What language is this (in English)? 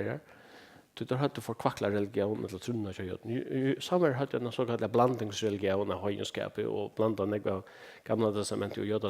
Faroese